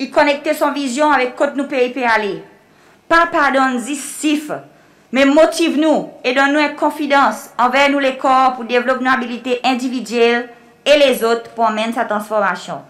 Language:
Seselwa Creole French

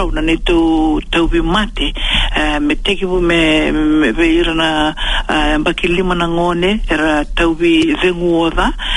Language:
Fijian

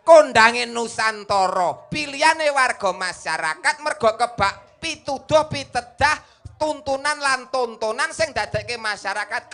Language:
Javanese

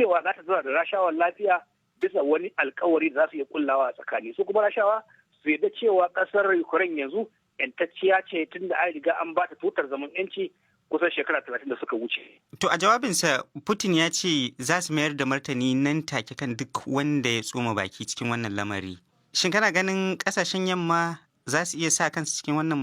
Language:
Hausa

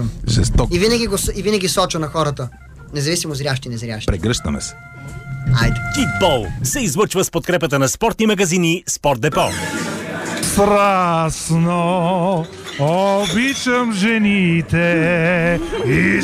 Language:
Bulgarian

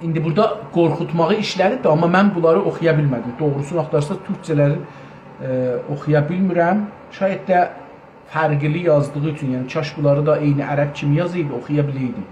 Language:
South Azerbaijani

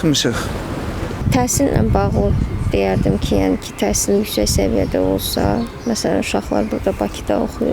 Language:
Azerbaijani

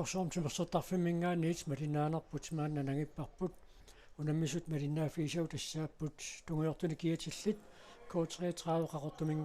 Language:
Kalaallisut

